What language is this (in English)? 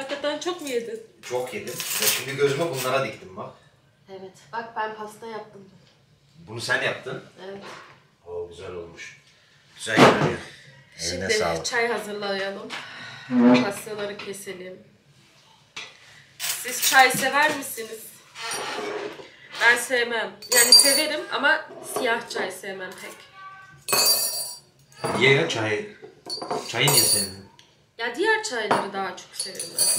Turkish